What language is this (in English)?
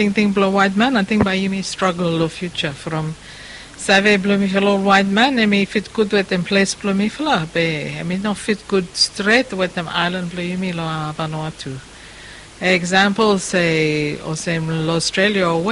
Bislama